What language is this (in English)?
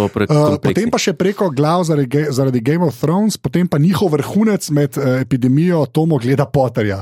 Slovenian